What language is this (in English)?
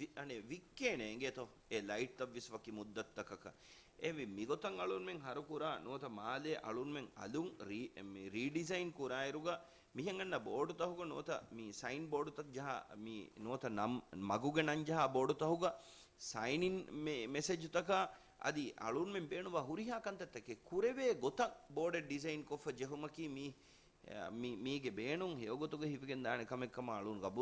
Divehi